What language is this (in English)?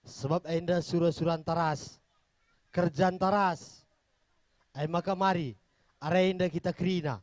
Batak Karo